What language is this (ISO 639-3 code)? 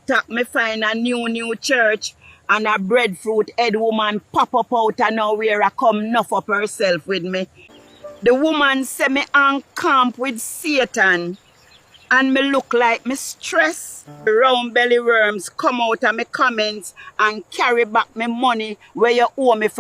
jam